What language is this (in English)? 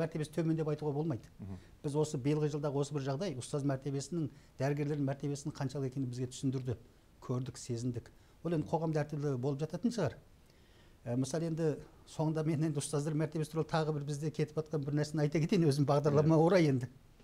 Kazakh